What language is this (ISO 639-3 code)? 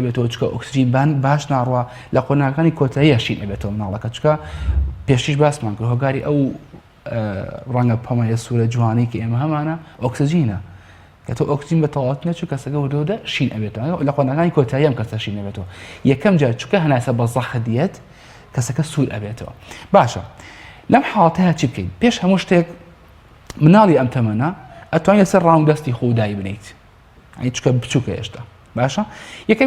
ckb